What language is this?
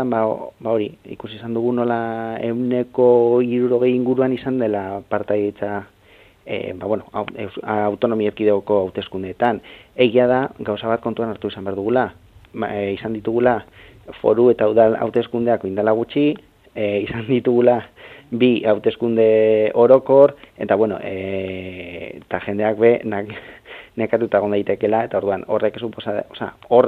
Basque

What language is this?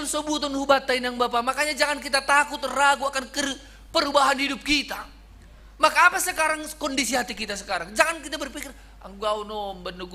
Batak Simalungun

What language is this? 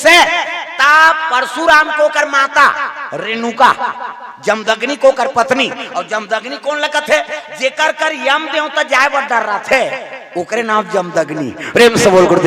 Chhattisgarhi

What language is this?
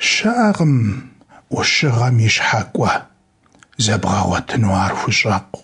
Kabardian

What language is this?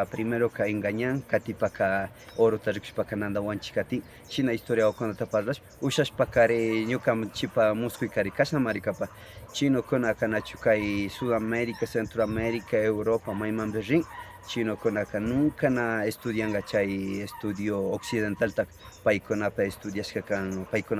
Imbabura Highland Quichua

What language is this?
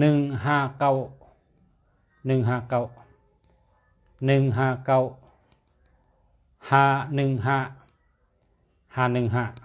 Shan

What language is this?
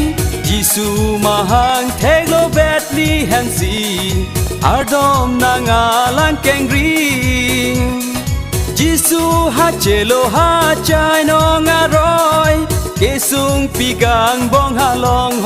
Karbi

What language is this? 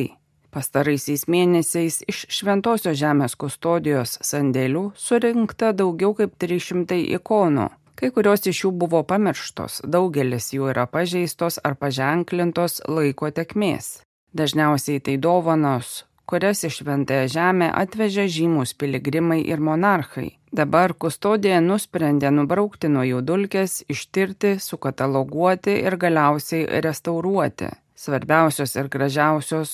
Lithuanian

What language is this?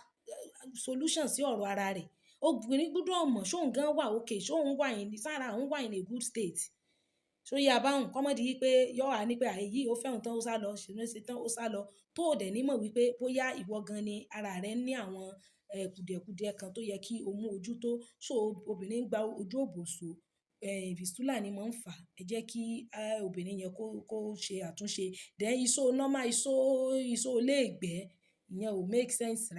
Yoruba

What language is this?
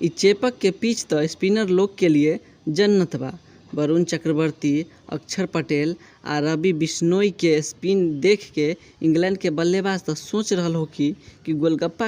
Bhojpuri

